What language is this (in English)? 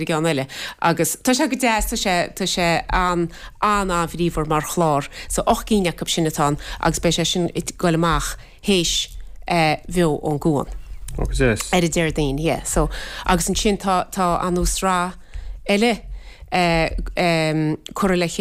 Irish